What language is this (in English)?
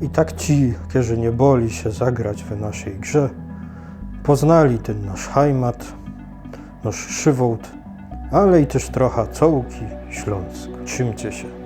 Silesian